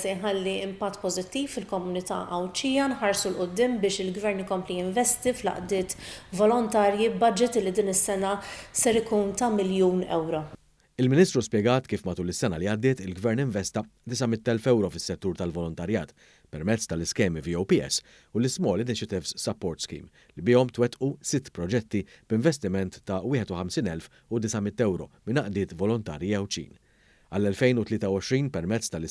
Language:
Maltese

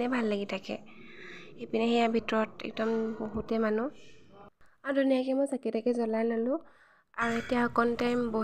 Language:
Assamese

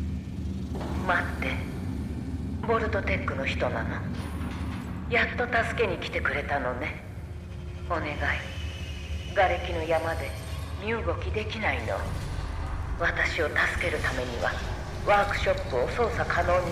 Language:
Japanese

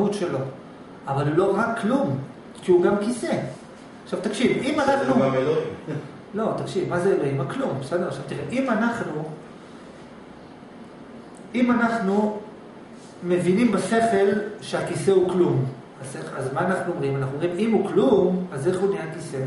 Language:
Hebrew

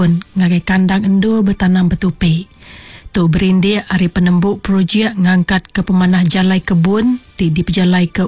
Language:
Iban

